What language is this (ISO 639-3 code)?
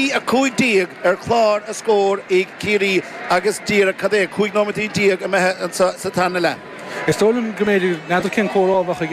gle